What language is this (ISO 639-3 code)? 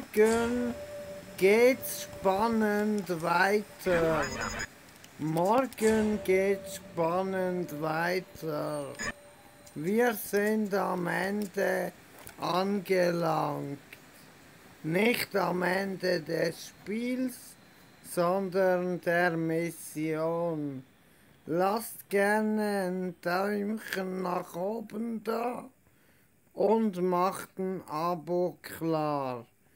deu